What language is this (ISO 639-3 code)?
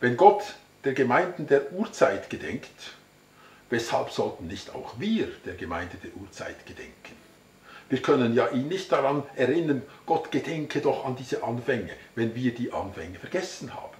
gsw